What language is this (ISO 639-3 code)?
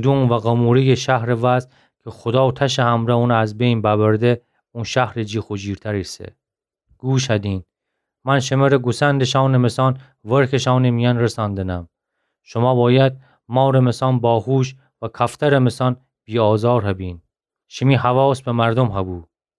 glk